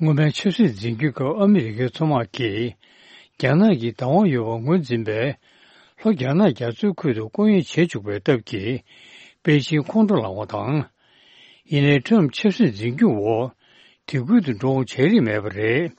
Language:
Tibetan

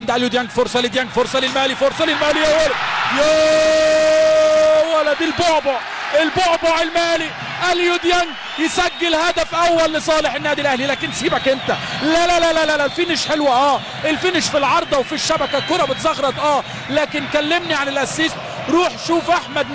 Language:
Egyptian Arabic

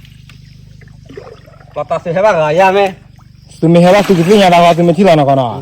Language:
S'gaw Karen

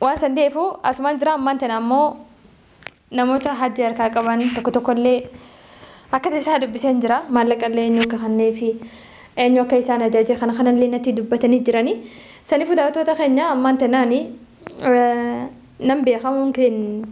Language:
Oromo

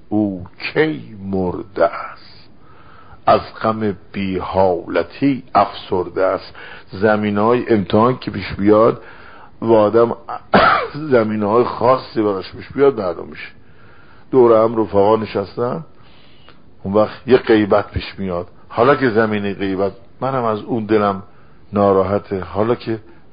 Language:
Persian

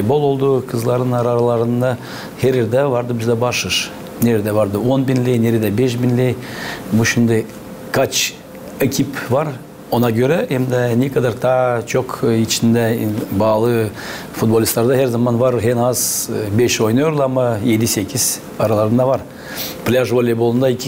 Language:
Gagauz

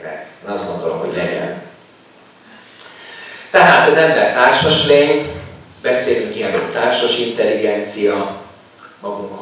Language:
Hungarian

